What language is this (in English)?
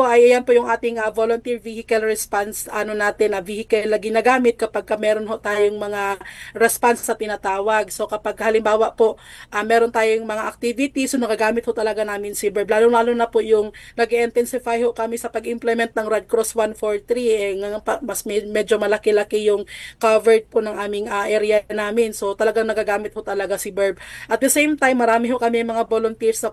Filipino